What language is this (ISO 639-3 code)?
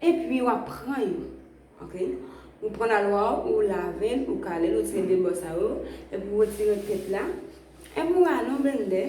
hat